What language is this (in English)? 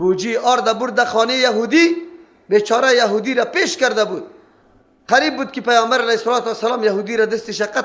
Persian